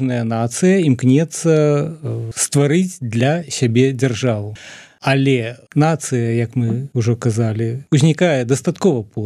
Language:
Belarusian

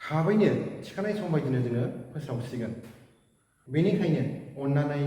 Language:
Bodo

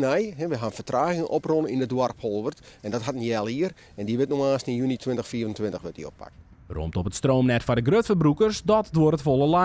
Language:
Western Frisian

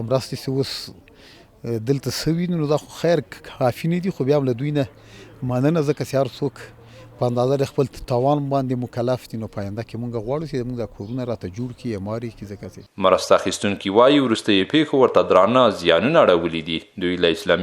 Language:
Pashto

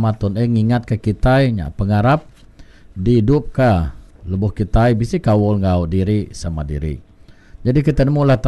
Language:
Iban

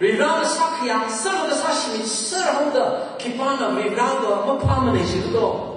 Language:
Tangkhul Naga (India)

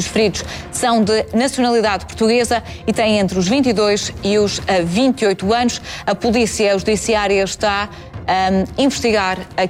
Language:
Portuguese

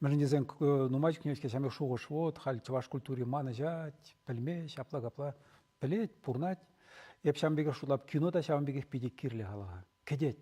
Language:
Chuvash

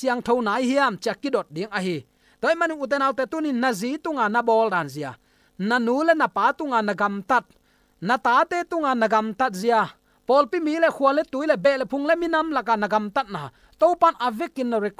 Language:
Tedim Chin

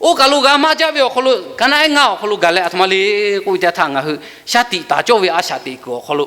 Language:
Lahu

